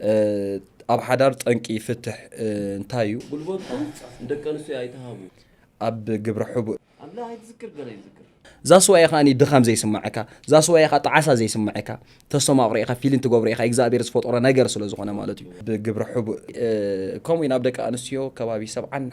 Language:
Tigrinya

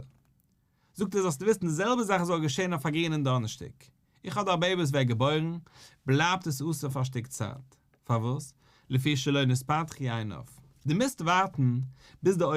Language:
Yiddish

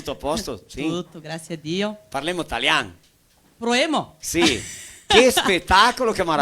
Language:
Venetian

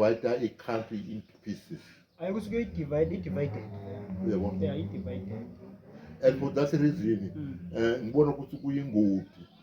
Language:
Zulu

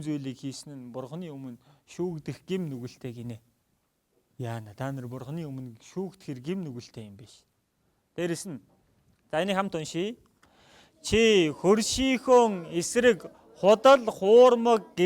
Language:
Mongolian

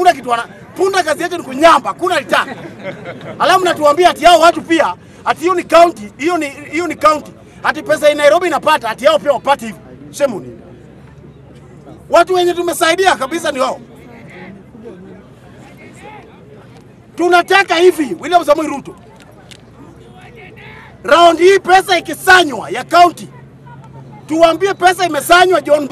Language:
Swahili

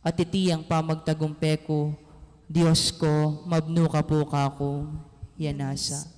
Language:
Pampanga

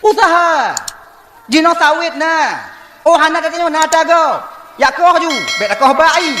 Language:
Achinese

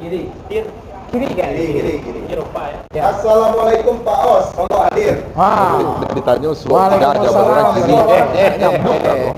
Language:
Minangkabau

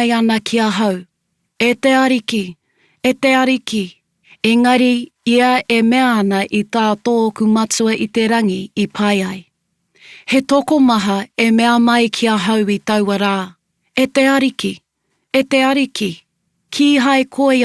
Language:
Māori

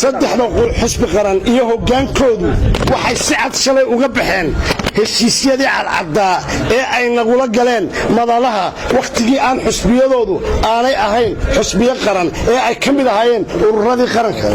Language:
Somali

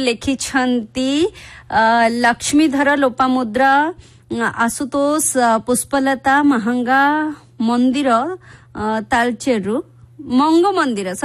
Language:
Odia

